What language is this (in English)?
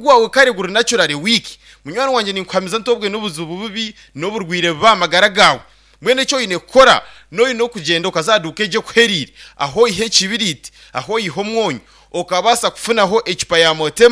Nyankole